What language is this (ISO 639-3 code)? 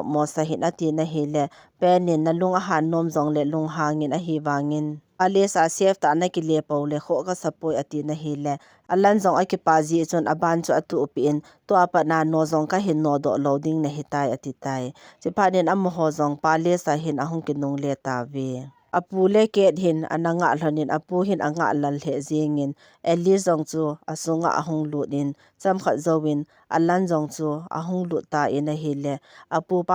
tcz